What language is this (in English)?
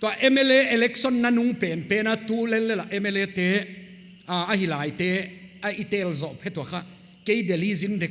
Paite Chin